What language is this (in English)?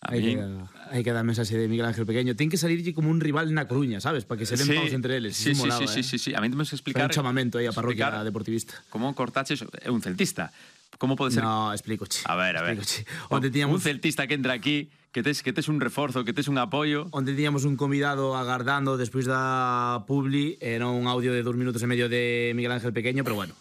Galician